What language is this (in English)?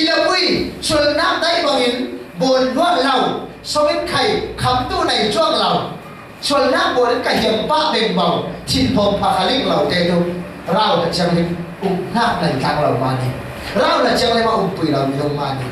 Falam Chin